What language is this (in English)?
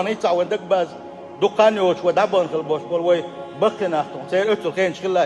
Chechen